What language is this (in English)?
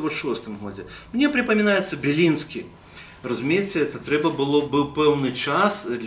Belarusian